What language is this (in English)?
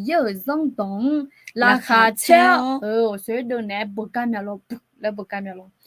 Akha